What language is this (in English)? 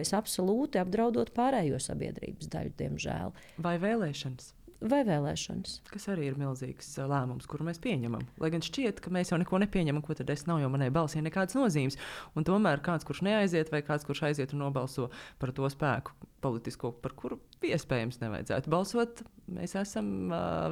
Latvian